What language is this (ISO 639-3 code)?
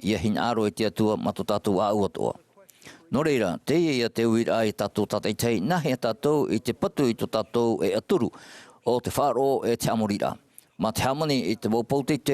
tah